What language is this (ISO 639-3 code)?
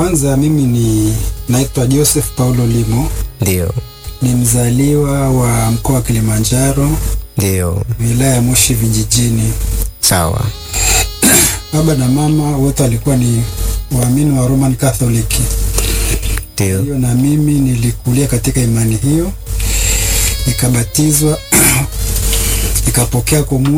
swa